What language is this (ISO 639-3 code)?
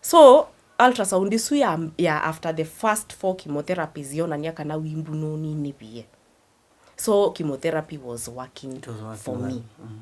kam